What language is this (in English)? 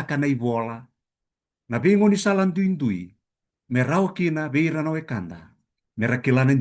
Fijian